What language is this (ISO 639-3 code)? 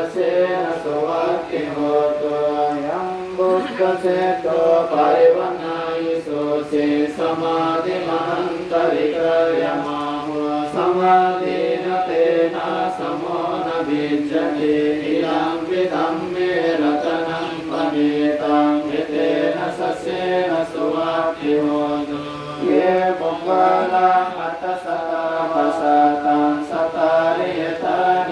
pli